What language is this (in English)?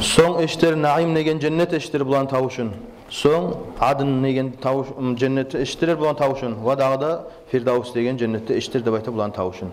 Kumyk